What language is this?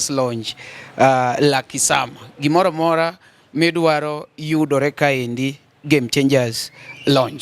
Luo (Kenya and Tanzania)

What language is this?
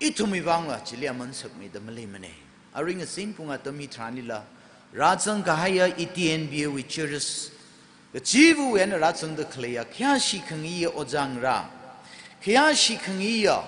Tangkhul Naga (India)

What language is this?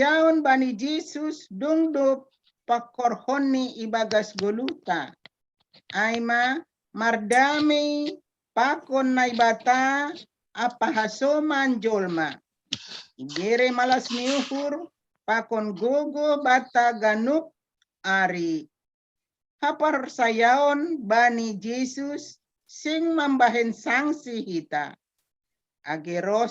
Batak Simalungun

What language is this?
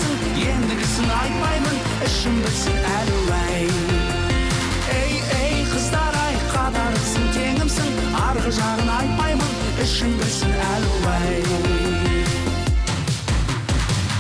Kazakh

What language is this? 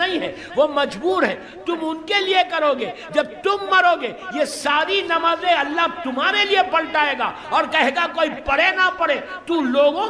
Urdu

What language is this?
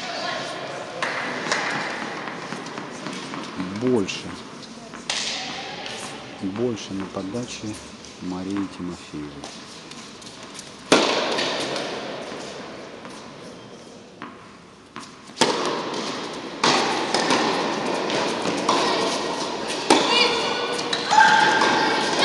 Russian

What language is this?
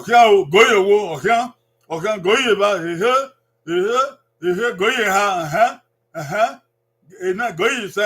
Bini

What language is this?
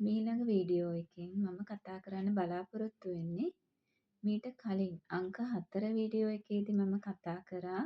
Sinhala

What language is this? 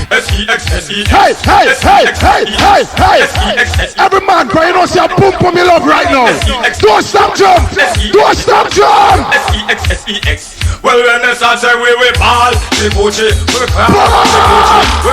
Jamaican Creole English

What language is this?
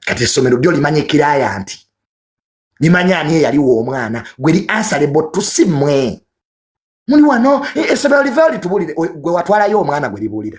Ganda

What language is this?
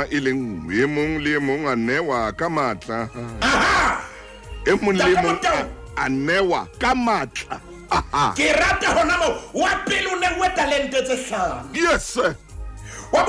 Southern Sotho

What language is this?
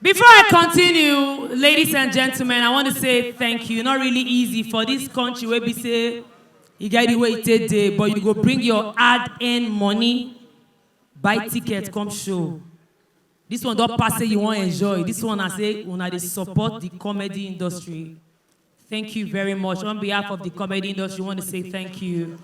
Nigerian Pidgin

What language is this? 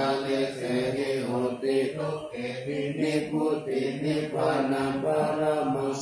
Pali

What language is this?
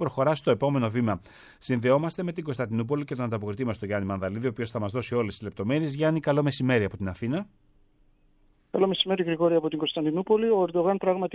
Greek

